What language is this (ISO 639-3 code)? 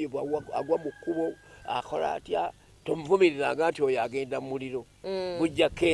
lug